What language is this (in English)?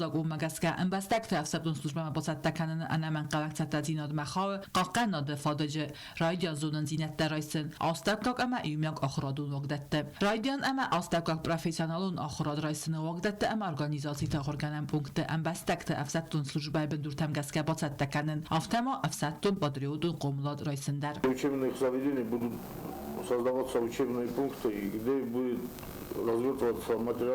Ossetic